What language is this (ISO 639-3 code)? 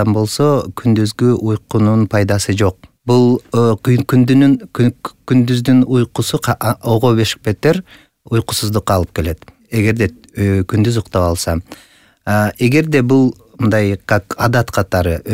kir